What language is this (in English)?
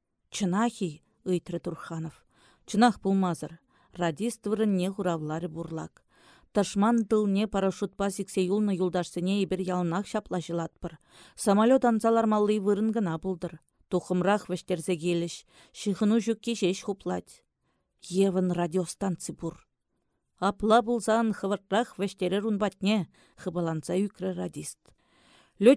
Chuvash